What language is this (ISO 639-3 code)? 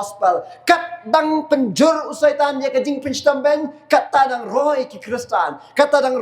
kha